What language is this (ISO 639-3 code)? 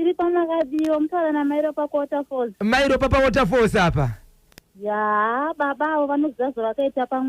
sna